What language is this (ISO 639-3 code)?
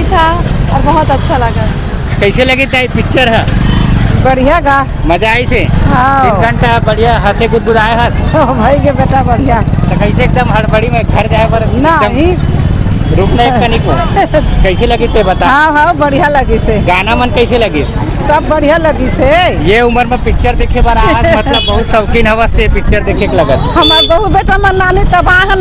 hne